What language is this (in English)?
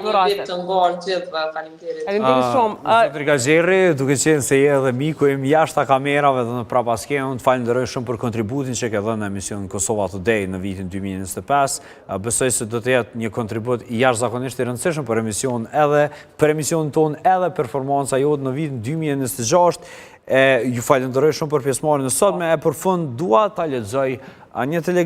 Albanian